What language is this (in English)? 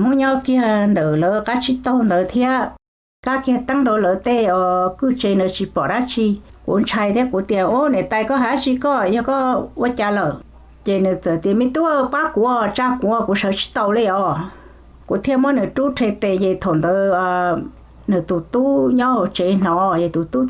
Hmong